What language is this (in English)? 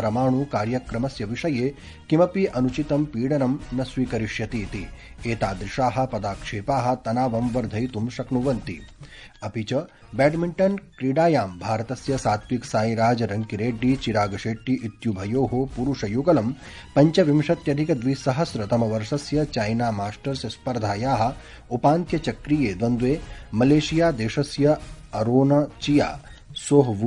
Sanskrit